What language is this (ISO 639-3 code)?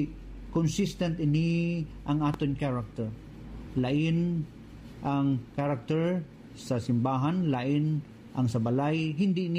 hil